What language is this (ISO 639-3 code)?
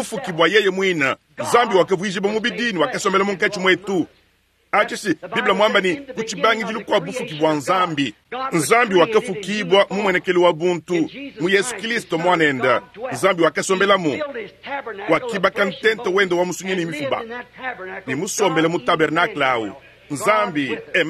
lua